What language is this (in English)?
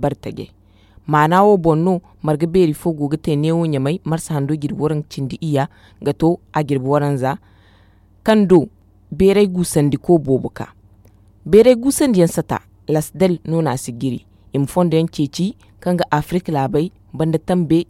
Zarma